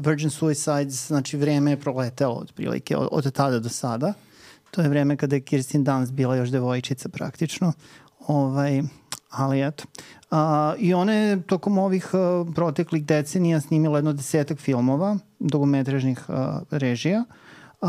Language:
Serbian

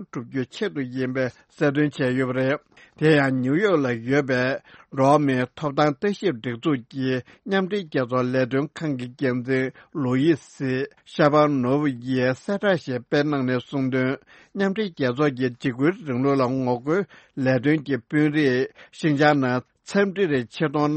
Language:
Tibetan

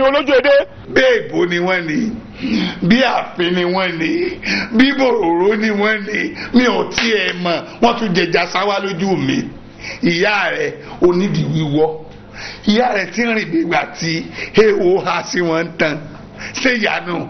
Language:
Yoruba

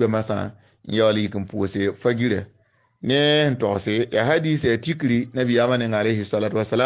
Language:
Mossi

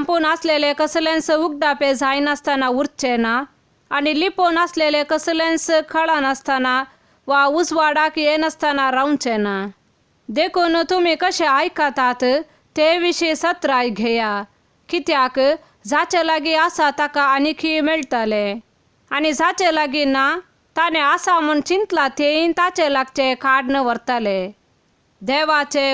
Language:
Konkani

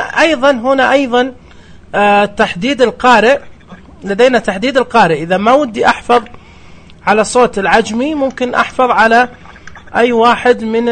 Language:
Najdi Arabic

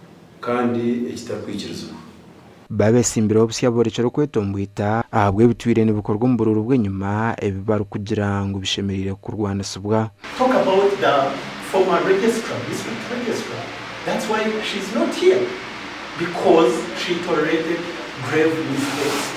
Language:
Nyankole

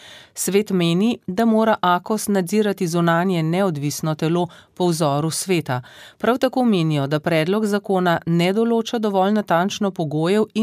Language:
Slovenian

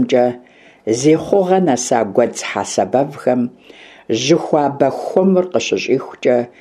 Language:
Kabardian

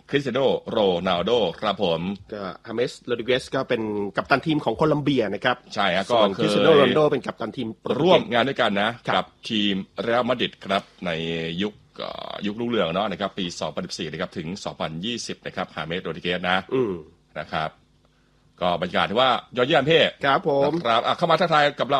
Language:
Thai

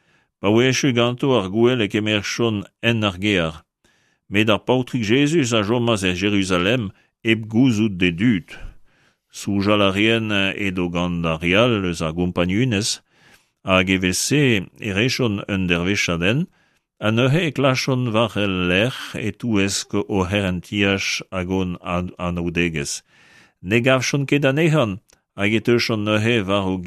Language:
Breton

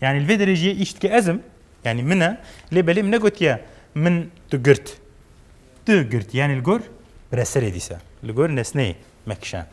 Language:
Kurdish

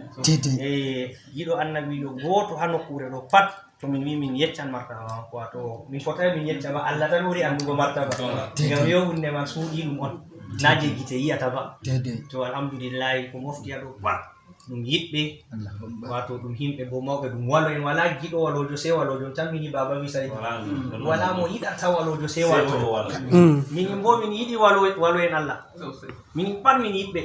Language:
Fula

